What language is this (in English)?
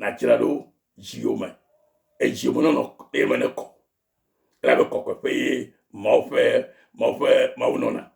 Ewe